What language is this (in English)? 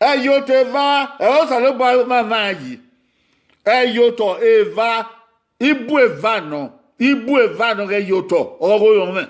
Bini